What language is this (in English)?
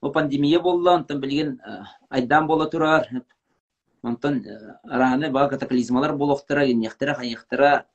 Yakut